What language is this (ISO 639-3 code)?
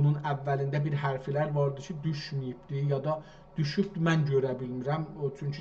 azb